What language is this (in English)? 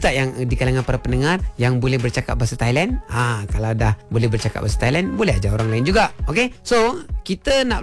Malay